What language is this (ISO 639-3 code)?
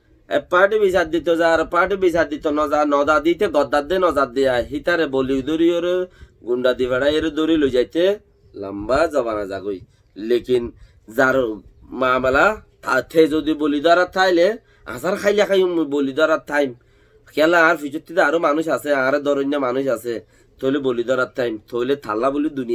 rhg